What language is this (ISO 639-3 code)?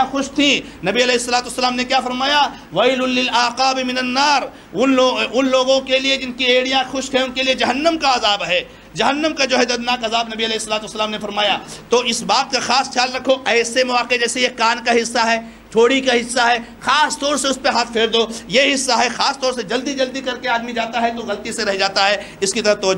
urd